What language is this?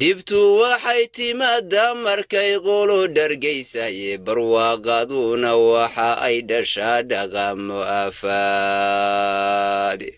Somali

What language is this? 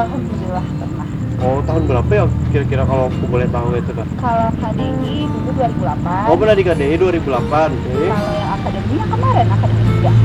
Banjar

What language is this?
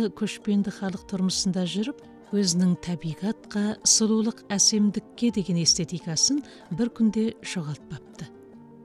Kazakh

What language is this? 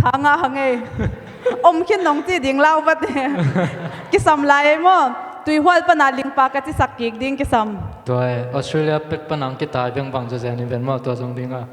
Tedim Chin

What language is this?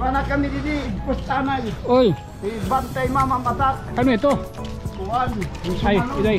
Waray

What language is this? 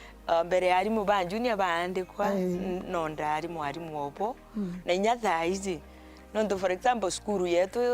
Meru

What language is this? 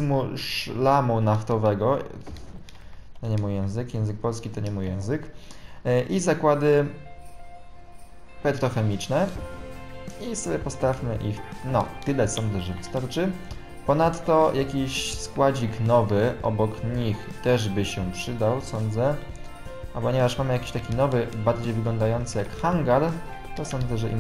Polish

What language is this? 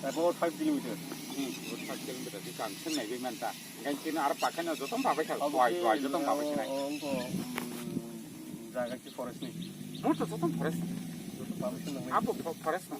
Kok Borok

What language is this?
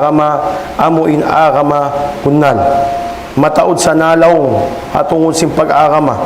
Tausug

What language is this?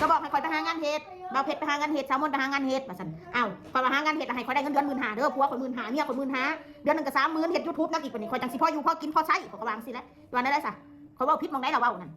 Northeastern Thai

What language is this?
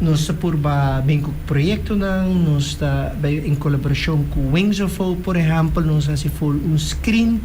Papiamento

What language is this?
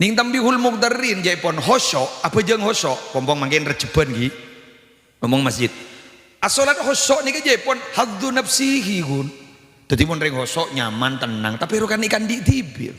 Madurese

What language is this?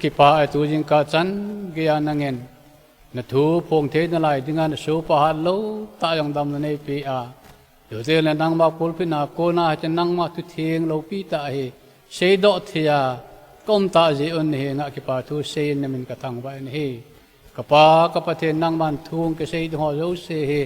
Thado Chin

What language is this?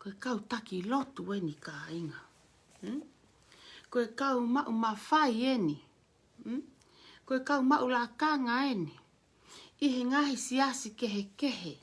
Tongan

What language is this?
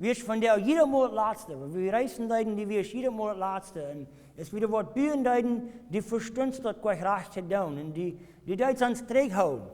Plautdietsch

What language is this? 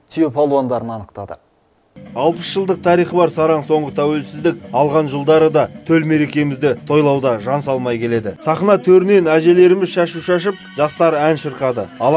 Kazakh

